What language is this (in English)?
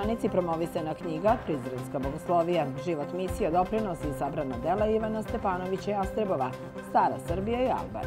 Serbian